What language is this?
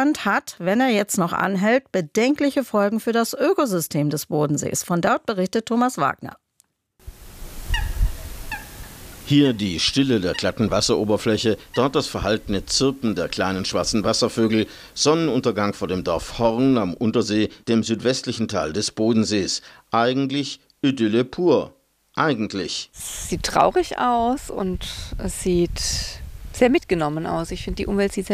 German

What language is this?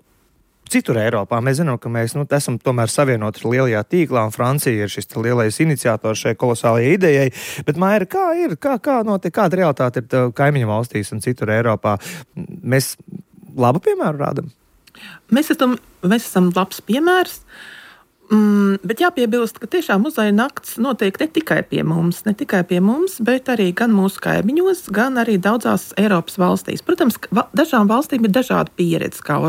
Latvian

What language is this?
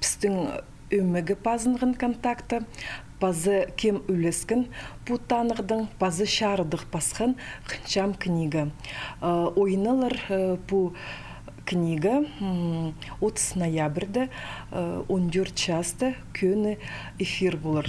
Khakas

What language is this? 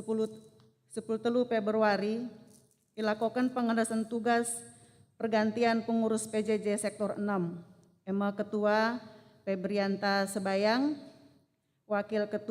Batak Karo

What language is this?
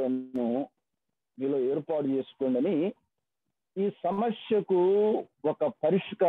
Telugu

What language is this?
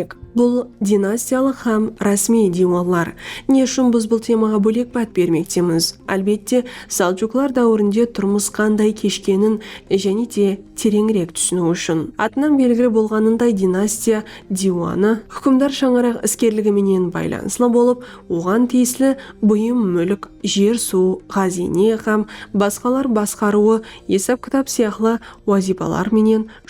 Kara-Kalpak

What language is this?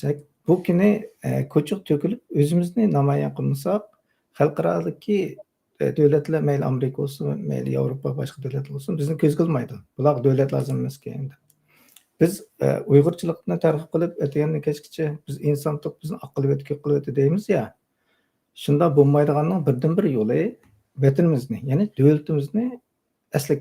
Uyghur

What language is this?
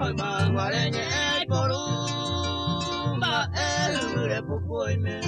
Guarani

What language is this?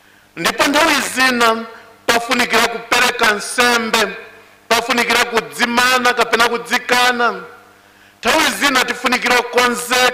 Nyanja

